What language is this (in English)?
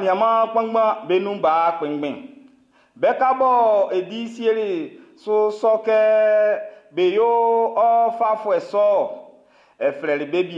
Baoulé